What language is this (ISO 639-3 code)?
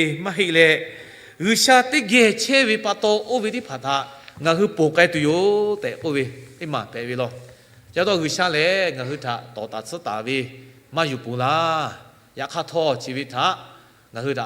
lhu